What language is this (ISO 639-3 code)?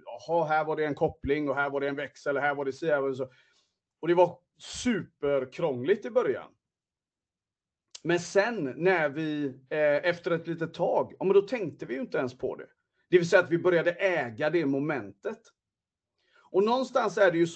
swe